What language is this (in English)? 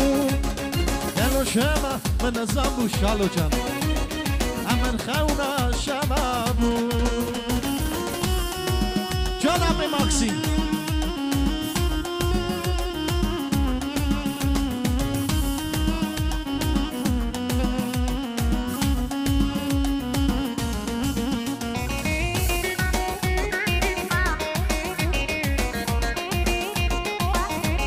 Persian